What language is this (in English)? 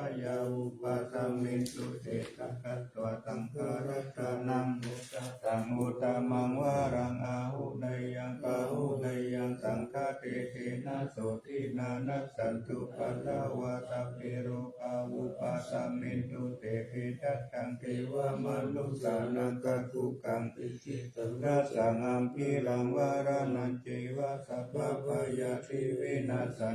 Pali